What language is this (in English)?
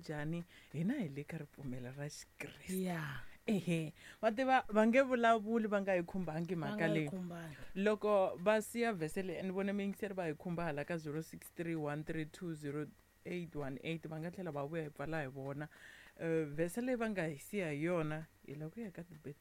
Tsonga